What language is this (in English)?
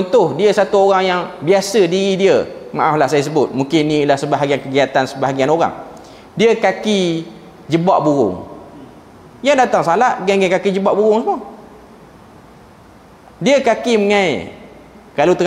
Malay